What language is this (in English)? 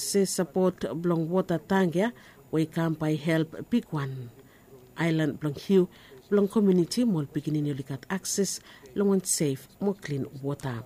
Bislama